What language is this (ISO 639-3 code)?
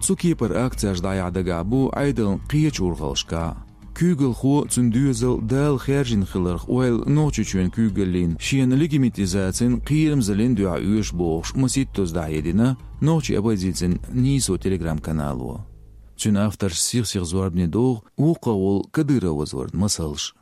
che